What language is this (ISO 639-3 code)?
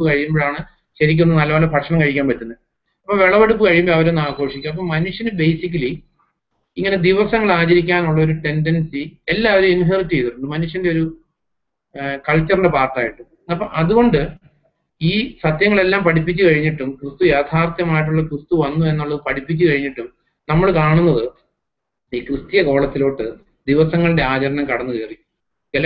mal